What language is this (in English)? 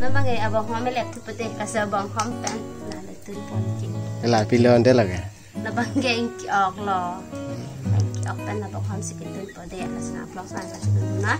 Karbi